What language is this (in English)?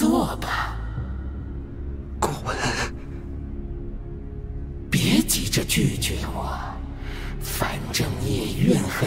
Chinese